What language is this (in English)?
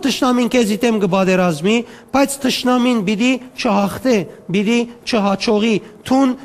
Western Armenian